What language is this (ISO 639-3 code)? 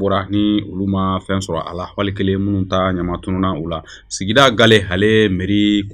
bam